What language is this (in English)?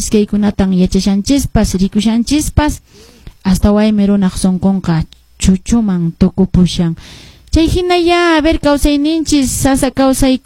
Quechua